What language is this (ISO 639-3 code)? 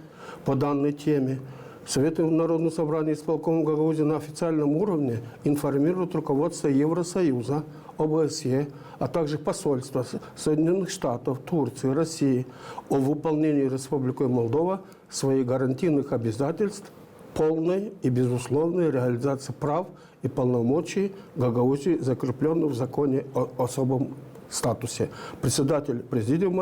gag